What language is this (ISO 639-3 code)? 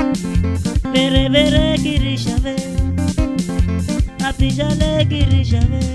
swa